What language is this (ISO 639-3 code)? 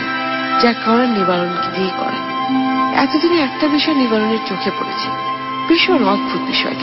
ben